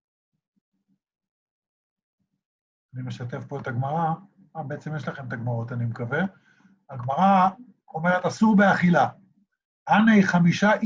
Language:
Hebrew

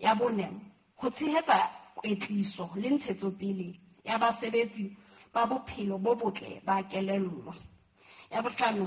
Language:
Southern Sotho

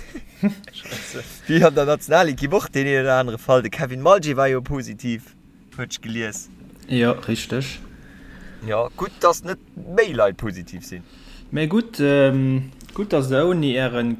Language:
Luxembourgish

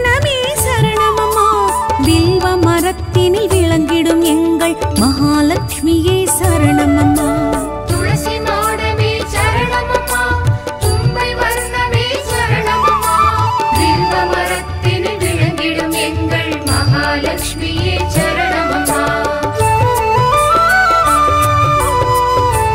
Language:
Tamil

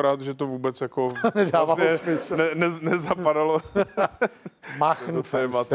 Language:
Czech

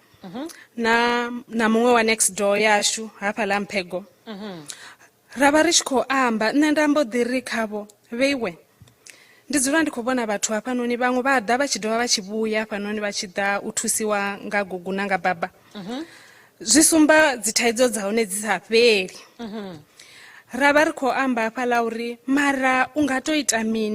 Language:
Venda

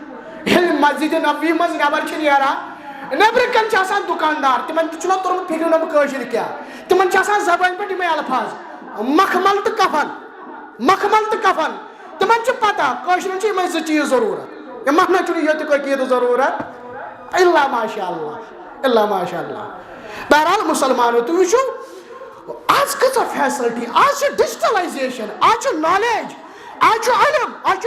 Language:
Kashmiri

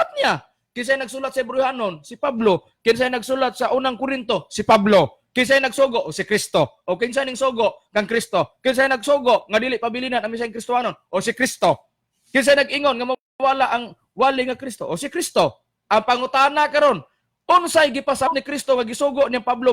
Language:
Cebuano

